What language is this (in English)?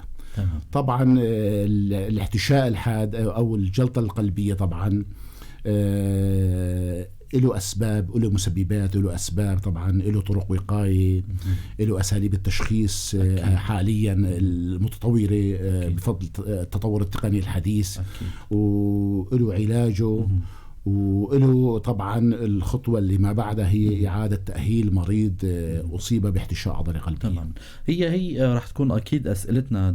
North Levantine Arabic